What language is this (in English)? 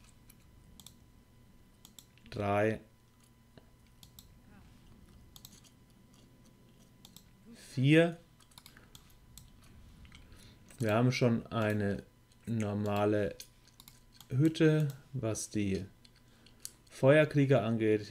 German